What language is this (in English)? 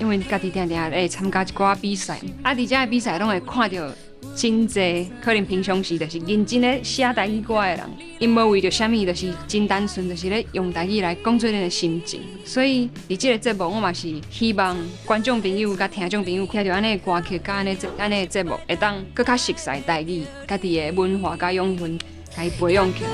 Min Nan Chinese